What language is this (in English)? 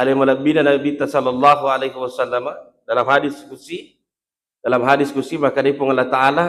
Buginese